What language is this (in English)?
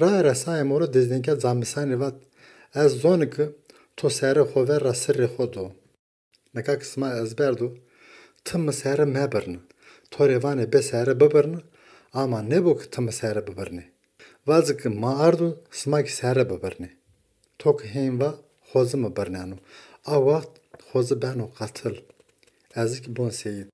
Zaza